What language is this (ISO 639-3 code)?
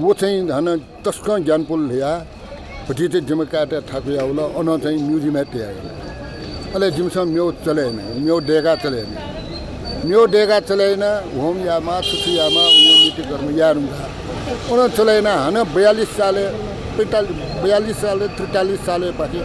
new